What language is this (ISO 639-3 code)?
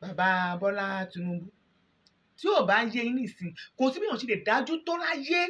yor